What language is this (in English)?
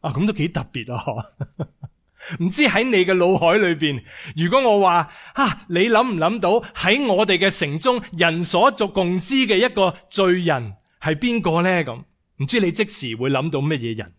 Cantonese